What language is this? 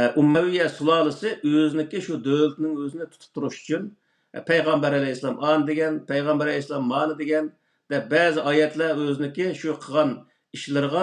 Uyghur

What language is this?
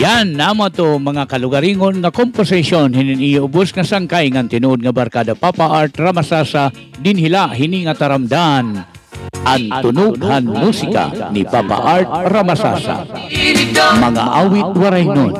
Waray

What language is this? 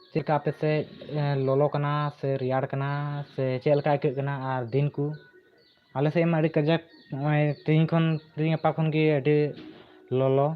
Santali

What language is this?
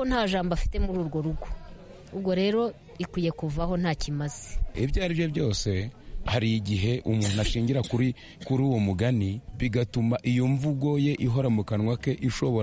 Kinyarwanda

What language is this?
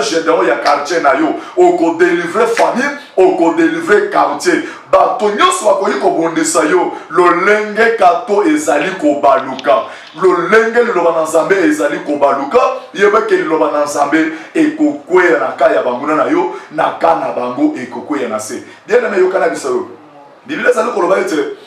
Lingala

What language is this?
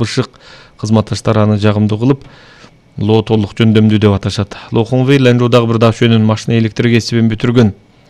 Kyrgyz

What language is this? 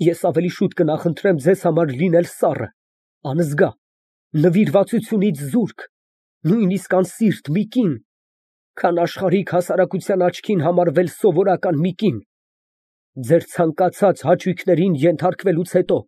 Armenian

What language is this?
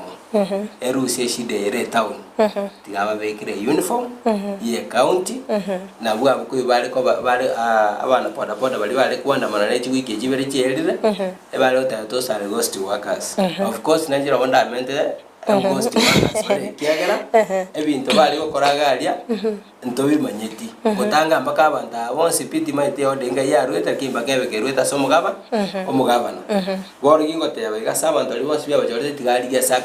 Gusii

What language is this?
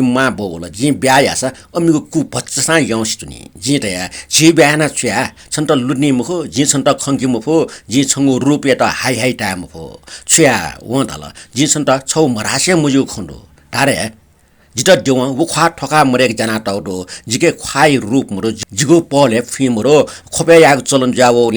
Newari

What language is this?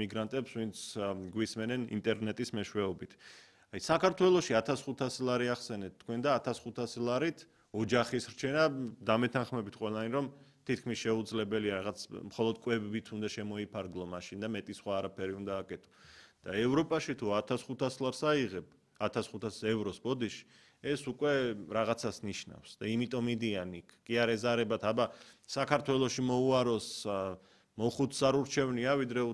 Georgian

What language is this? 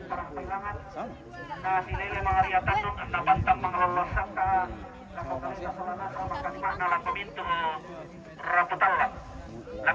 Toraja-Sa'dan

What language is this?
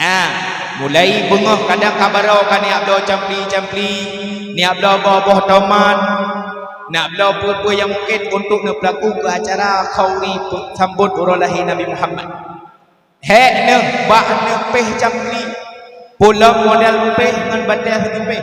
Achinese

